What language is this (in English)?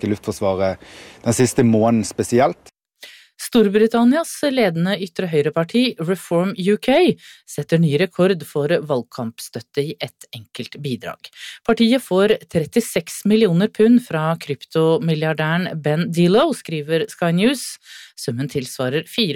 Norwegian